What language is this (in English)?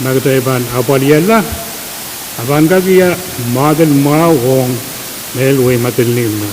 Pohnpeian